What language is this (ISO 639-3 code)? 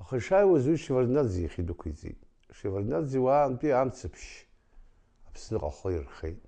abk